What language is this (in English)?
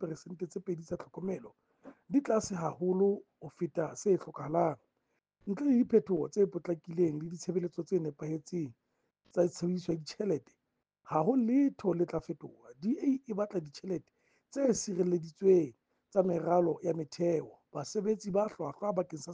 Southern Sotho